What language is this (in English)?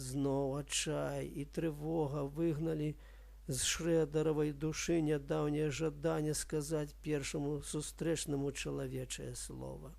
Belarusian